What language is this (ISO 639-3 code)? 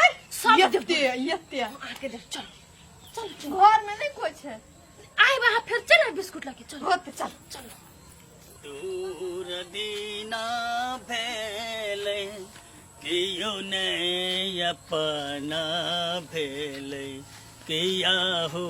mai